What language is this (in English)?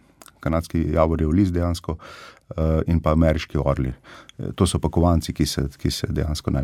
Slovenian